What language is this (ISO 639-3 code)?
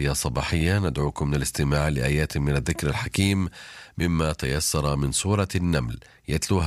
ara